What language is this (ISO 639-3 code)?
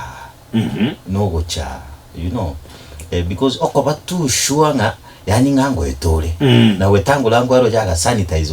guz